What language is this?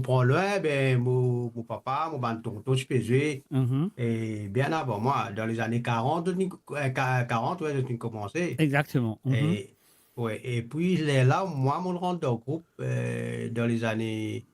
Morisyen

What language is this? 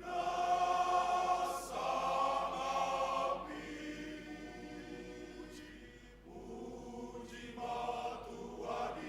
Batak Toba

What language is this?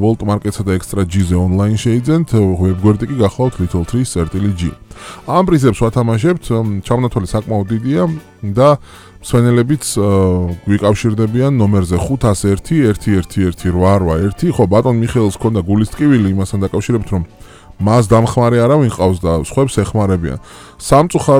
Georgian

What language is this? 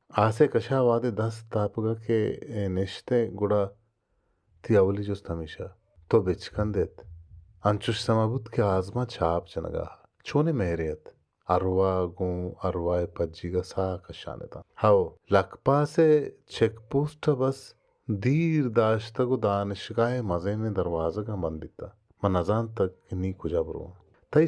Baluchi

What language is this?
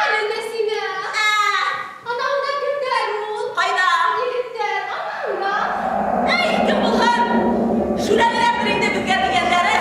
Bashkir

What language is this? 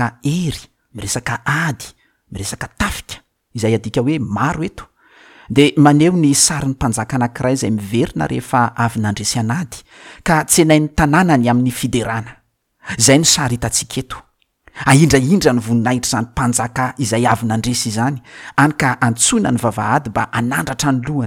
Malagasy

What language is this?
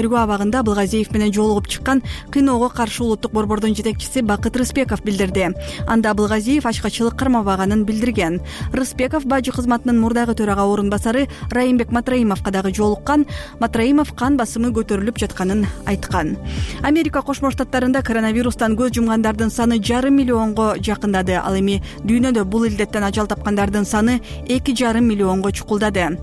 Kyrgyz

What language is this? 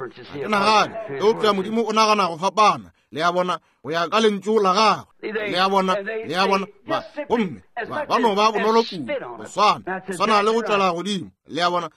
Northern Sotho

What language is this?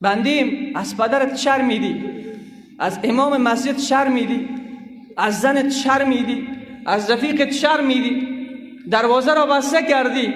Persian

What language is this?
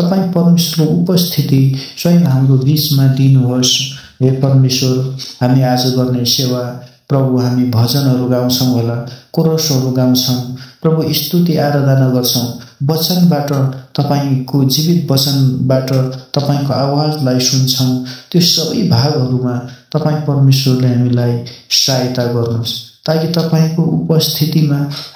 Nepali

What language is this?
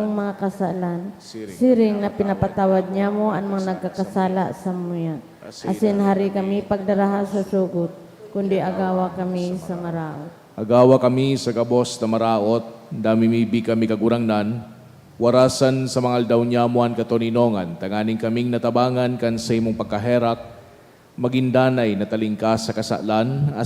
Bikol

